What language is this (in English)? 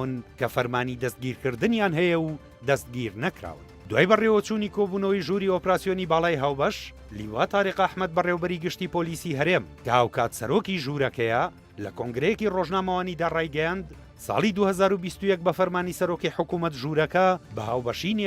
Central Kurdish